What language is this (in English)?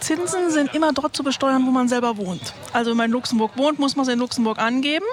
Luxembourgish